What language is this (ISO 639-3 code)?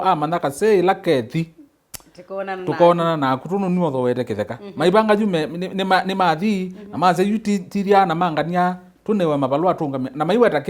kam